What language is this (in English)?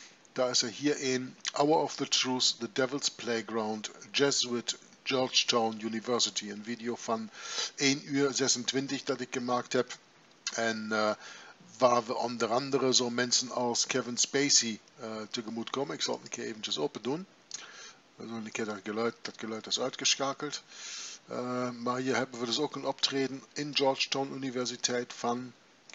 Dutch